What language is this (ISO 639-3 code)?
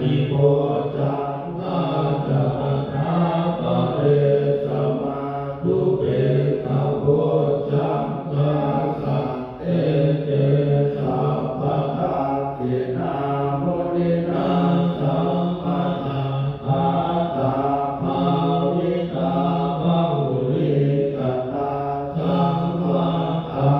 pli